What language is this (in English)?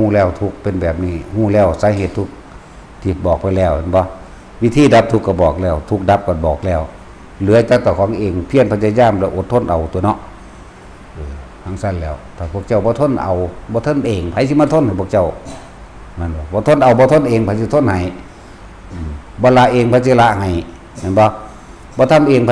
Lao